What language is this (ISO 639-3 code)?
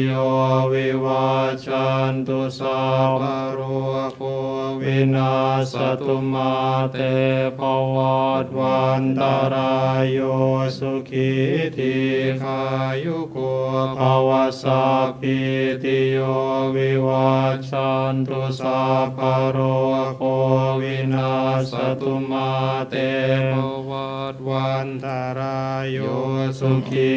pli